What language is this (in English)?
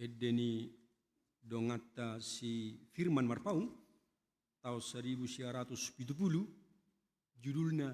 Batak Toba